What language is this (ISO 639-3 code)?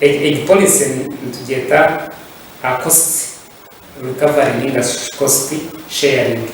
nyn